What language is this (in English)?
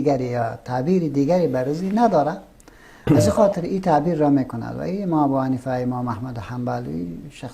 Persian